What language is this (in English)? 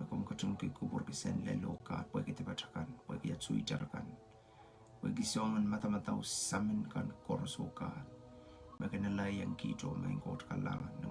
Pohnpeian